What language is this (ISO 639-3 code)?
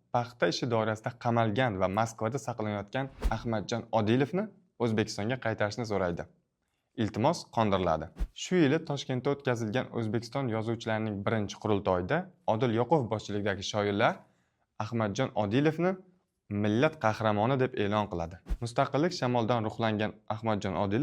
uzb